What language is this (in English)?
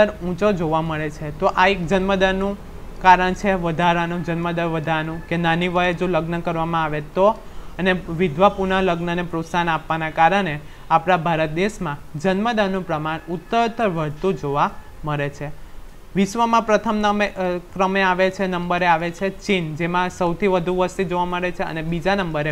Gujarati